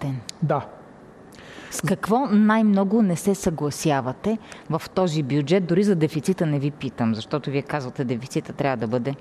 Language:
Bulgarian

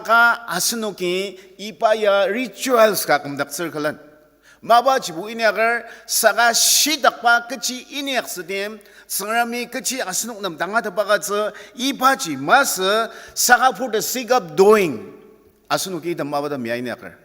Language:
Ao Naga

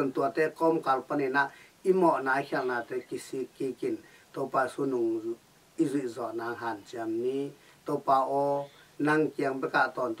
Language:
Tedim Chin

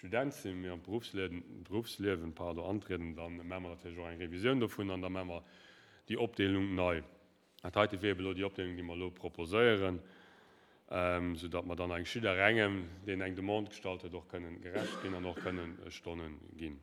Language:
Luxembourgish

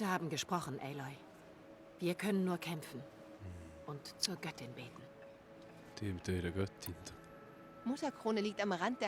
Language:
Swiss German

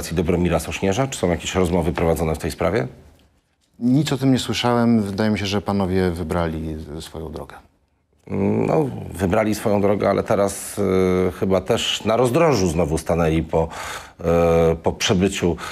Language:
Polish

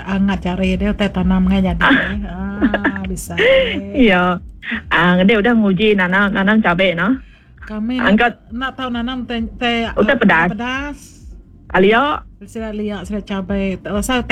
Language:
Iban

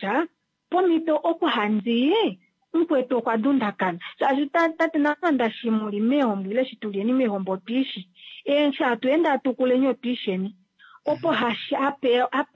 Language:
Kuanyama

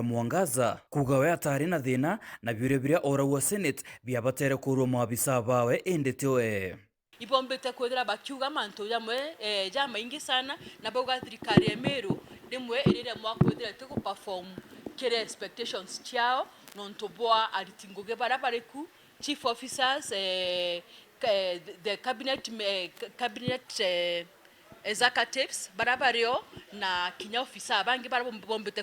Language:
Meru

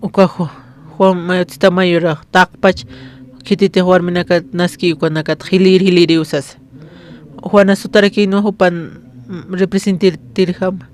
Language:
Aymara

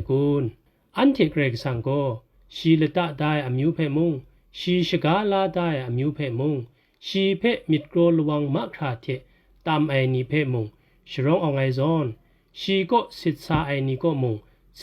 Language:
Kachin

